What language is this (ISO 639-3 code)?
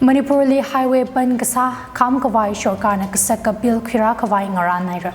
nmf